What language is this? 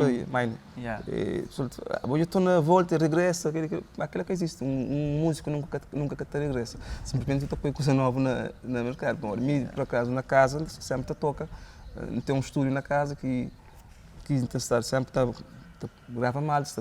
Kabuverdianu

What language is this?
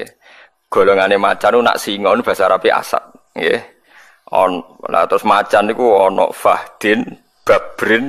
Javanese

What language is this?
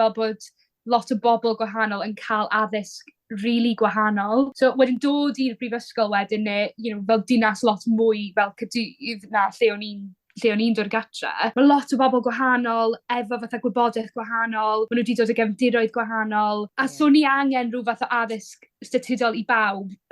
Welsh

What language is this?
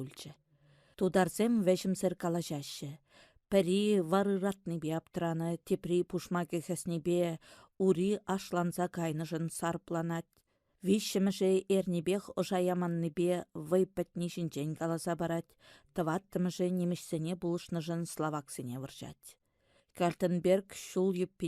Chuvash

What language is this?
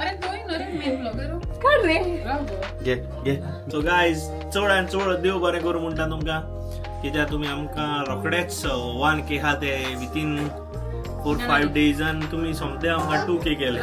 Konkani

